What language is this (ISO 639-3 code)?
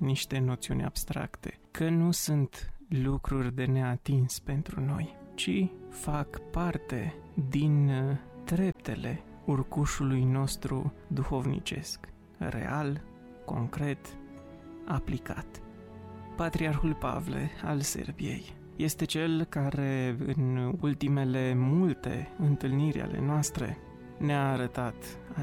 ron